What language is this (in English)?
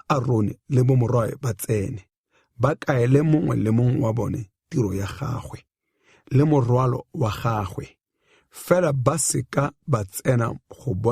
Tswana